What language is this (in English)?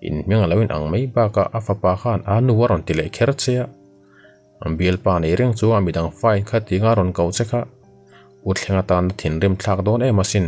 Mizo